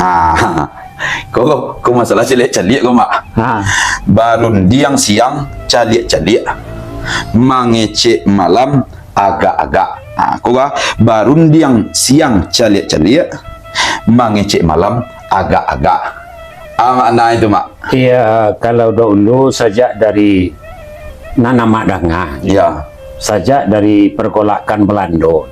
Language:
Minangkabau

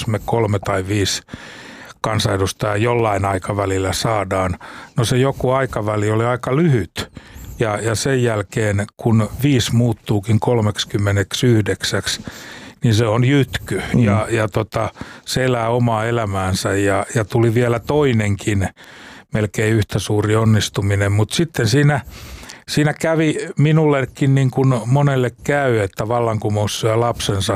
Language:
Finnish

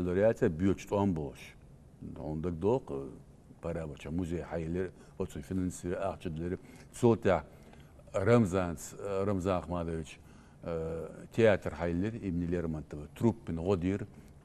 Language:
Chechen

